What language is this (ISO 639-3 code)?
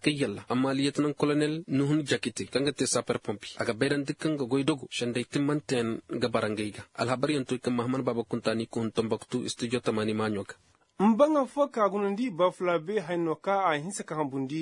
ses